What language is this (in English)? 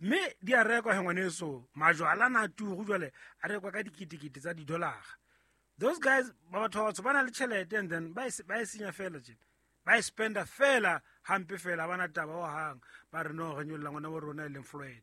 Southern Sotho